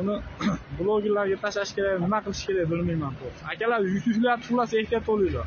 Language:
Uzbek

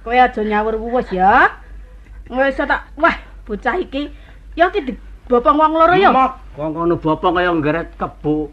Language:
Javanese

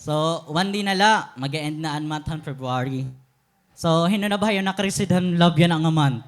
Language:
Waray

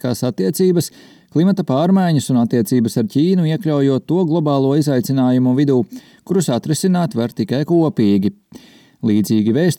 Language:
Latvian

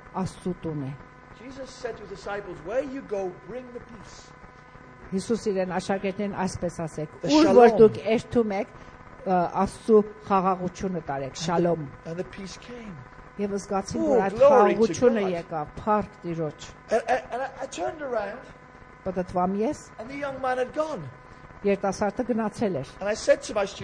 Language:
Armenian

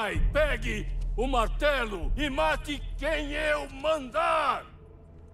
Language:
Portuguese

